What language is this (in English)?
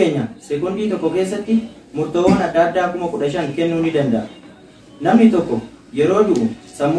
Oromo